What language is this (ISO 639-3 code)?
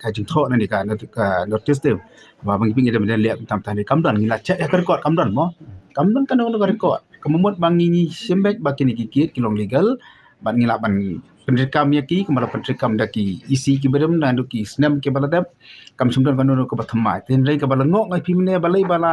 kha